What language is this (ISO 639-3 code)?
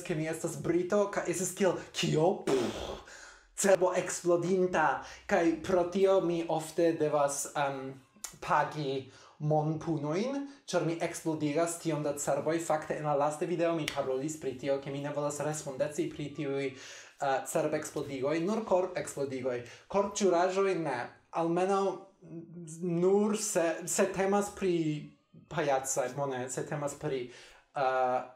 epo